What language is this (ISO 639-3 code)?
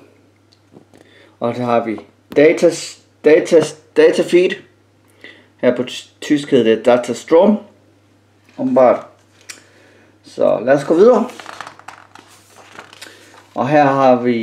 dan